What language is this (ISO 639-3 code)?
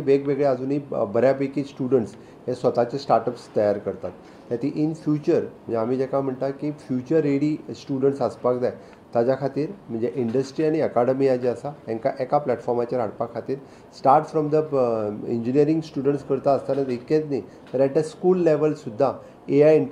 kok